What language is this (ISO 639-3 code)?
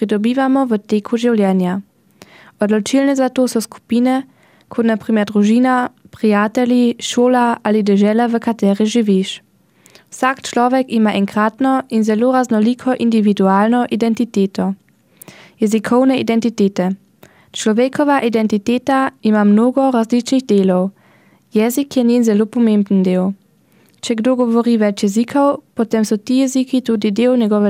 slv